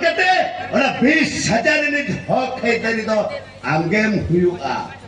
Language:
Santali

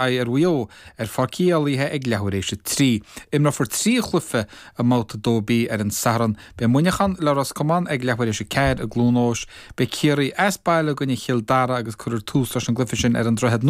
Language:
Irish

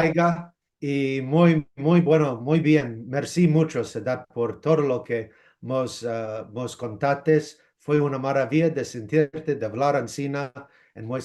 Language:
Ladino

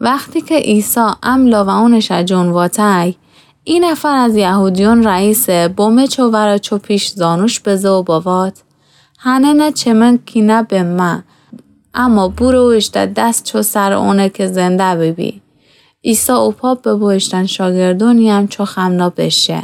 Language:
Gilaki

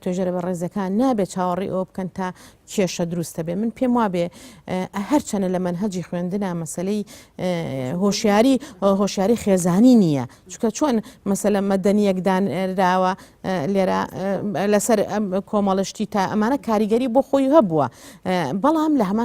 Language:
Central Kurdish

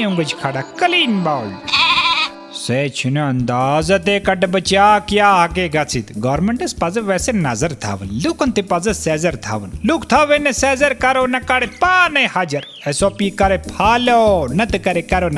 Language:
Kashmiri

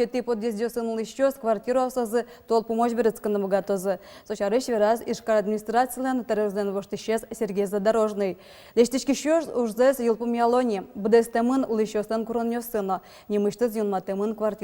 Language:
Udmurt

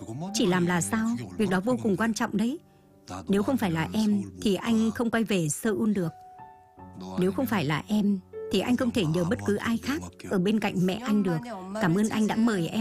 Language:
Vietnamese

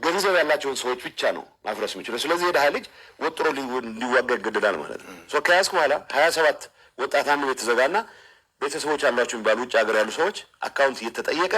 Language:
Amharic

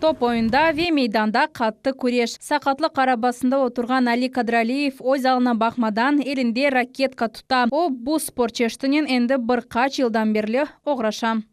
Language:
Crimean Tatar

